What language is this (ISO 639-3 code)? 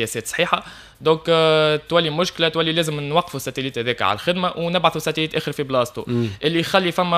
aeb